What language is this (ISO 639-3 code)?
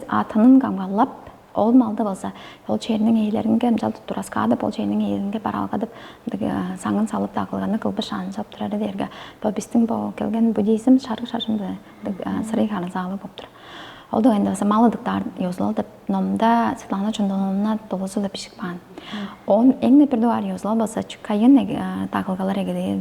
tyv